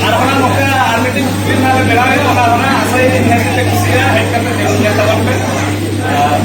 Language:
Santali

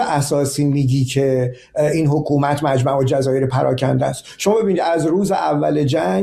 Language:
Persian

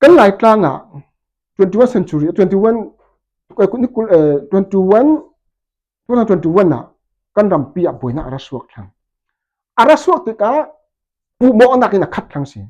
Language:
Falam Chin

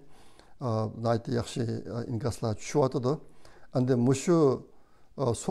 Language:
Uyghur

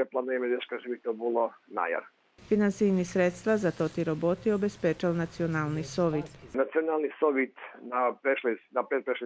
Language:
Rusyn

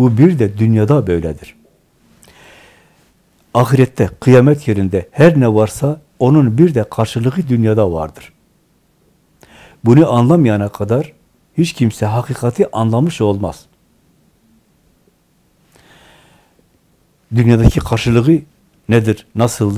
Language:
Turkish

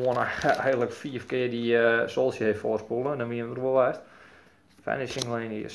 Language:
Western Frisian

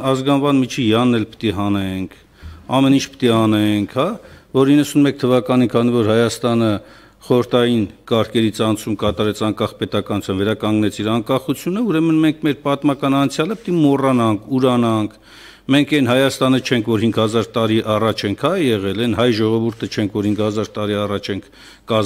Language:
Armenian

